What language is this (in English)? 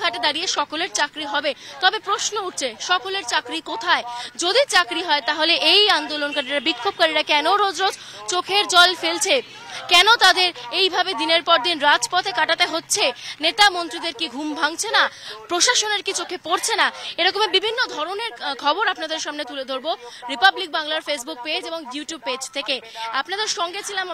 Bangla